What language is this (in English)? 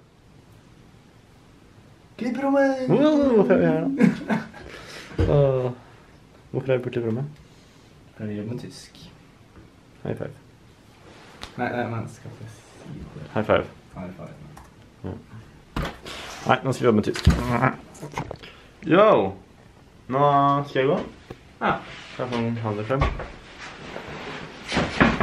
Norwegian